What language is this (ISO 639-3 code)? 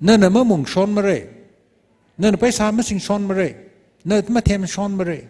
nmf